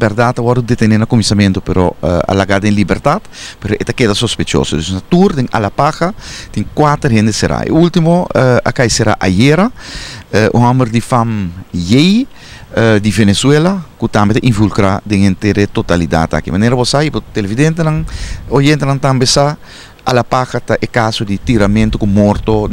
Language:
Papiamento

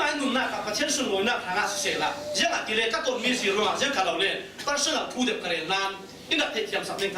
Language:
Falam Chin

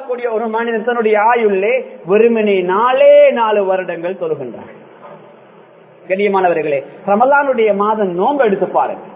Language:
Tamil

